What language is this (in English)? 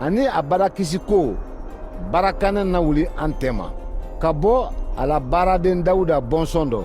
Mandingo